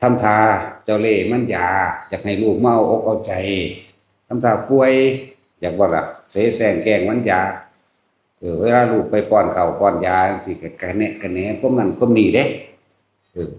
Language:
Northeastern Thai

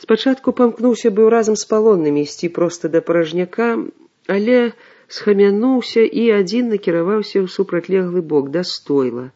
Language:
Belarusian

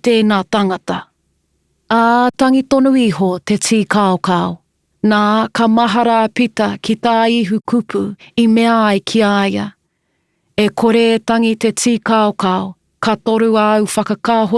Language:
Māori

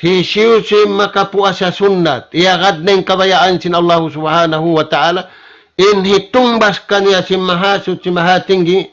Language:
Tausug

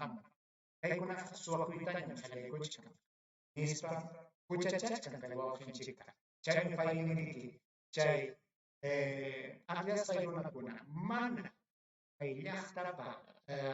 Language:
Ayacucho Quechua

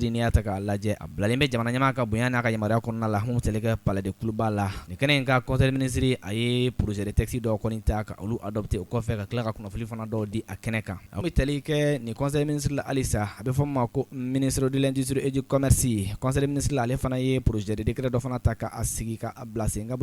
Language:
Bambara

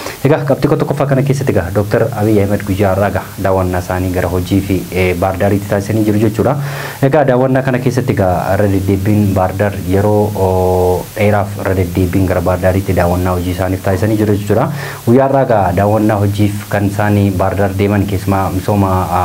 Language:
Oromo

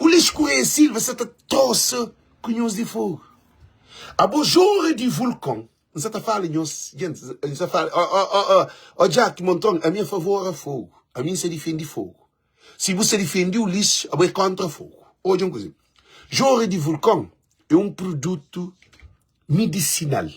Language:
Kabuverdianu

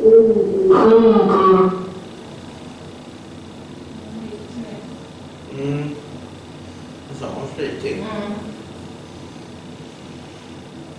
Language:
Swedish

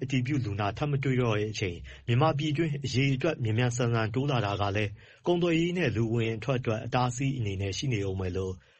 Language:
Burmese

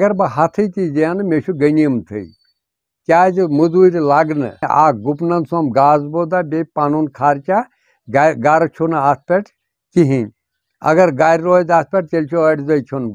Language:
Kashmiri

